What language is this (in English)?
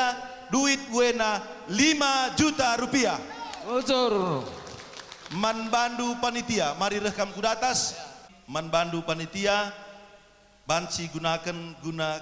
Batak Karo